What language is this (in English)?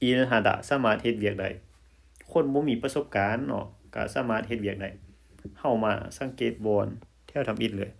Lao